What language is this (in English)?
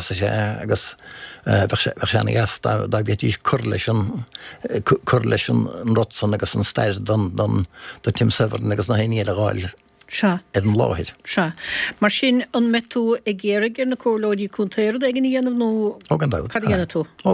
Irish